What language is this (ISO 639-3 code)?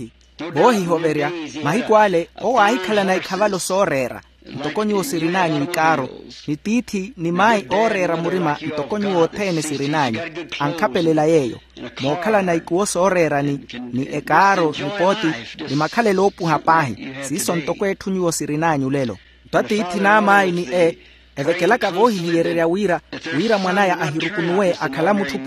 vmw